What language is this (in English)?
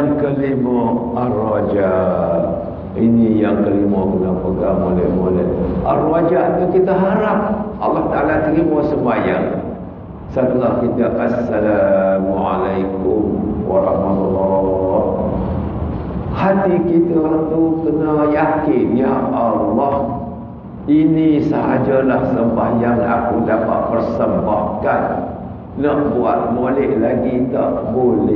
Malay